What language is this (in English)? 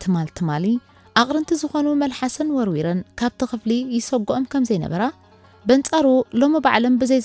Tigrinya